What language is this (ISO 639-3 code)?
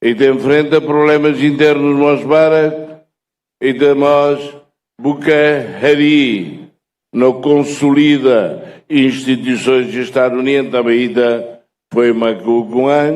tet